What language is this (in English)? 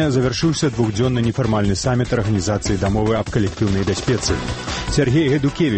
Belarusian